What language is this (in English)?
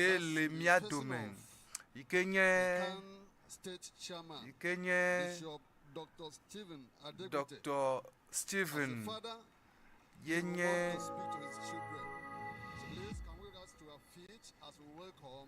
Ewe